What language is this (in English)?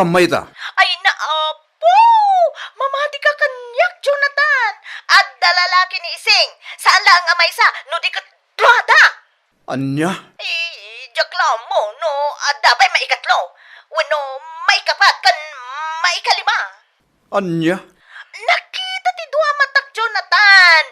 Iloko